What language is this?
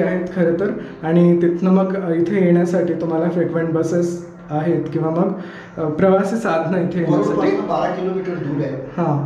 Marathi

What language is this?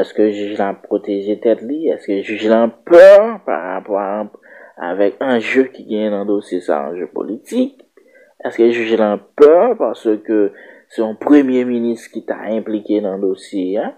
Haitian Creole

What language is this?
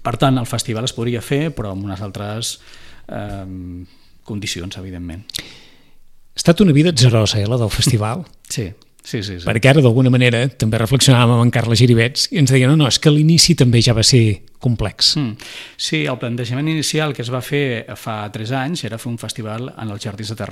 Catalan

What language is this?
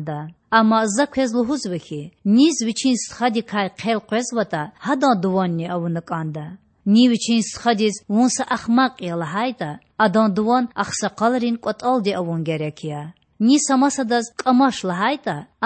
Lezghian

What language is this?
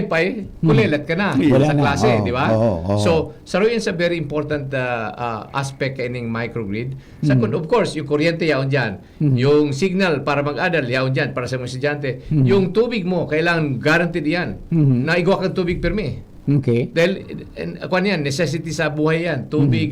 Bikol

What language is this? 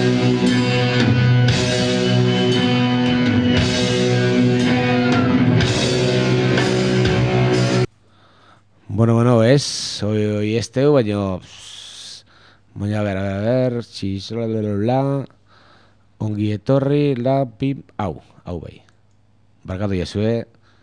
Basque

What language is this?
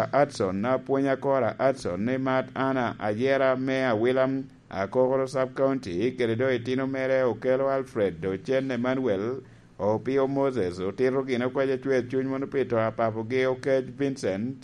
Lango (Uganda)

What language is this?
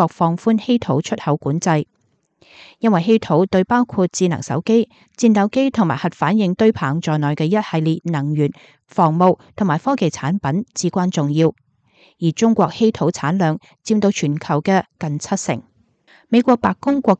Cantonese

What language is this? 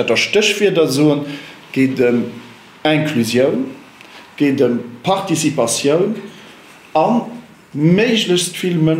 Luxembourgish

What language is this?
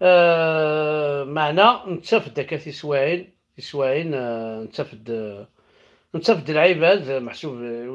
Kabyle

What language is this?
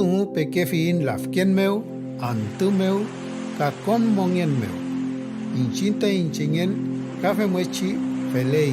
Mapuche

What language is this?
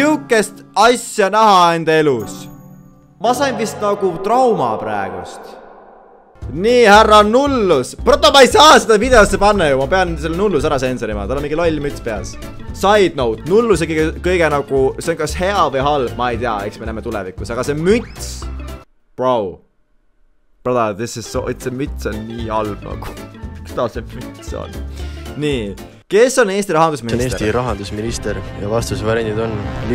Estonian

